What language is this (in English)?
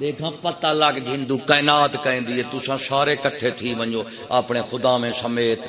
Saraiki